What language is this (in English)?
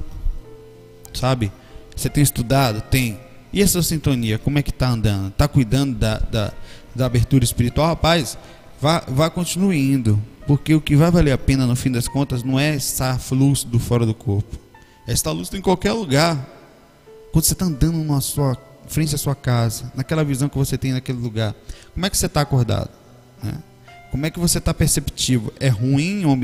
Portuguese